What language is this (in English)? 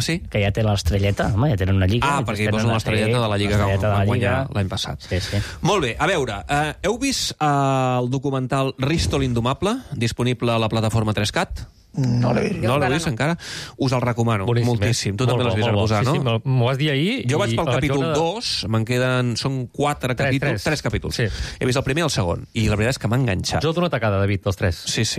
Catalan